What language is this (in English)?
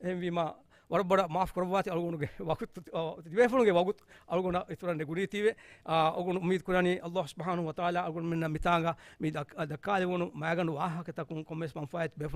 Divehi